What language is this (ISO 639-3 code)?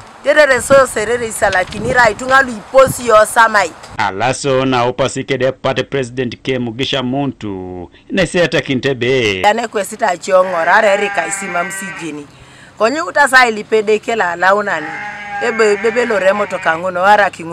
teo